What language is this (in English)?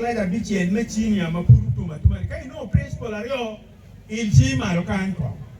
Acoli